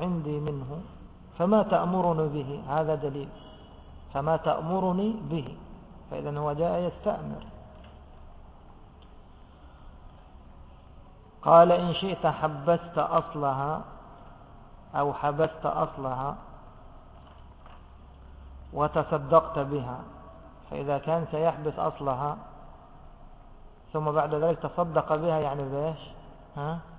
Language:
Arabic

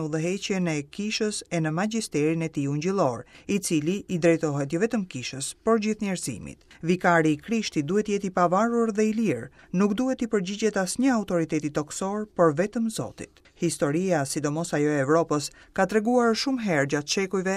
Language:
Albanian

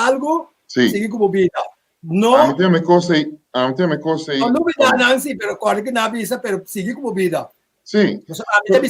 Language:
Papiamento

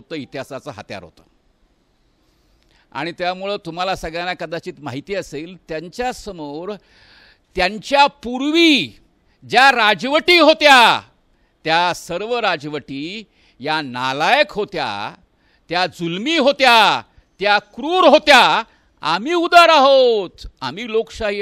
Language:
Marathi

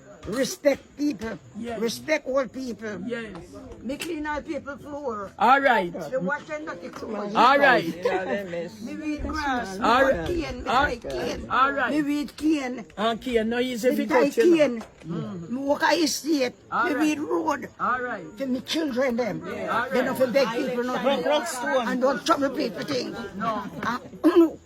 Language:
Jamaican Creole English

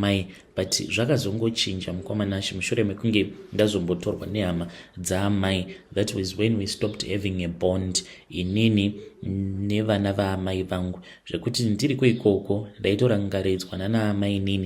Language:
Shona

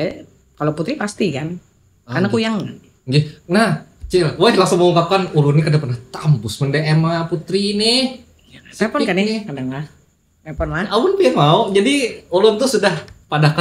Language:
Banjar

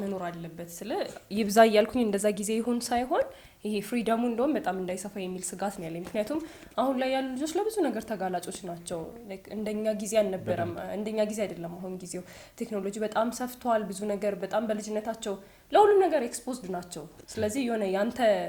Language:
Amharic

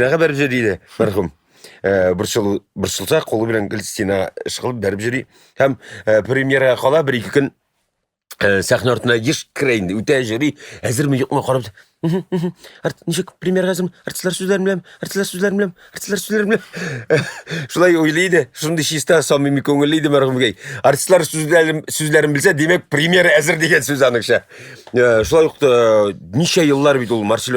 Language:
Tatar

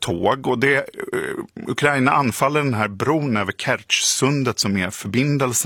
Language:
Swedish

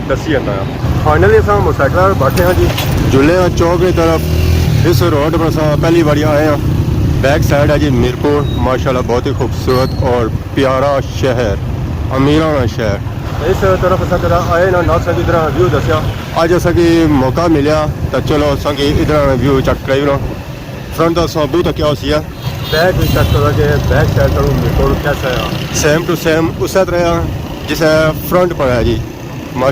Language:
Pahari-Potwari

